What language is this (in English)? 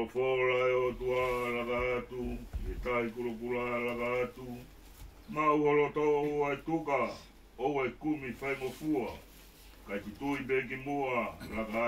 Tongan